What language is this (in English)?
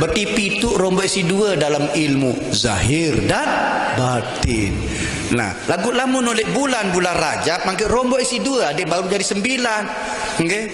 Sasak